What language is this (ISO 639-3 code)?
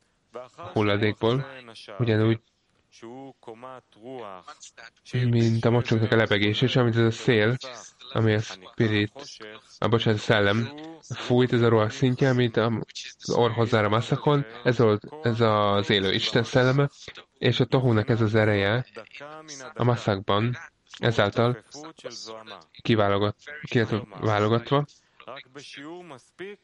hun